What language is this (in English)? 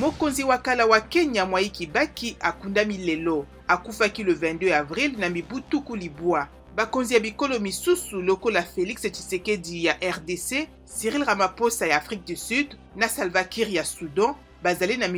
Lingala